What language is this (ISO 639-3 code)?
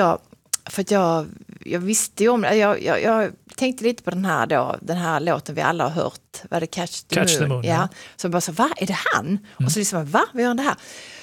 swe